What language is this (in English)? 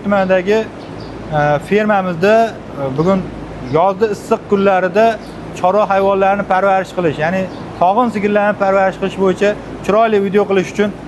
Uzbek